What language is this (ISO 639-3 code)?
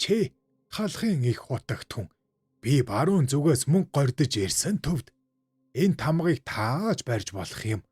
mon